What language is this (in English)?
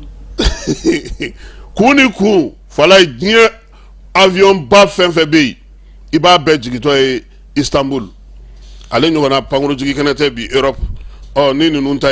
Bambara